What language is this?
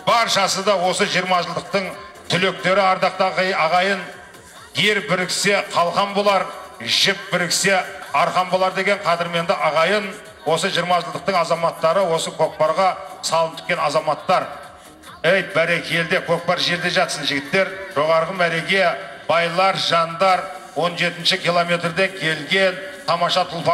Kazakh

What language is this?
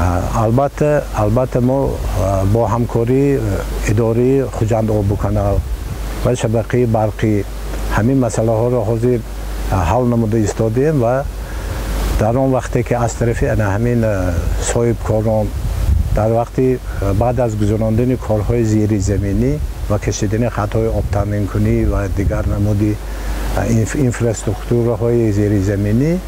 Tajik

